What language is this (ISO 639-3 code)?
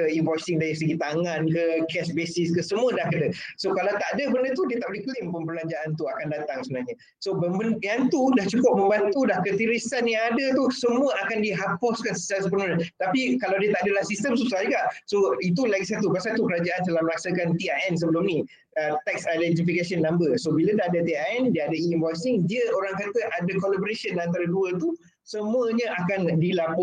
msa